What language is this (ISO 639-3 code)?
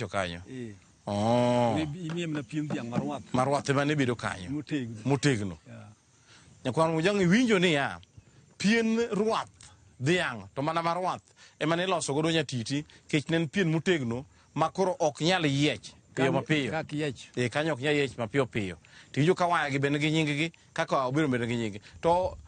luo